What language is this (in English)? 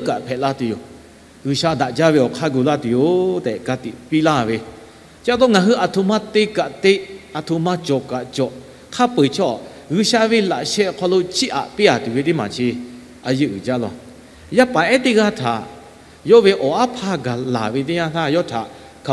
Lahu